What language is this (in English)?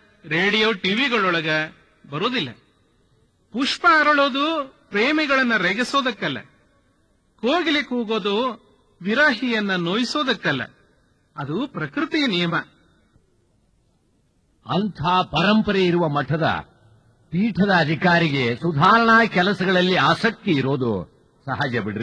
Kannada